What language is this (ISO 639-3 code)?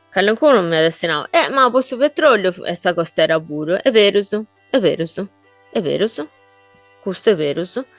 srd